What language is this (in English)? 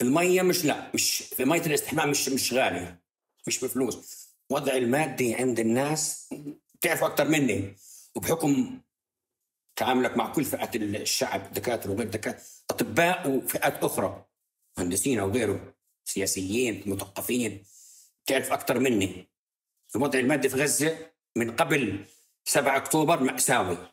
North Levantine Arabic